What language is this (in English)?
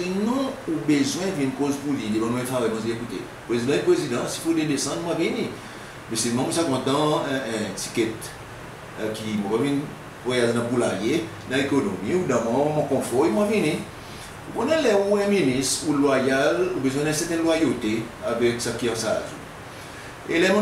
Seselwa Creole French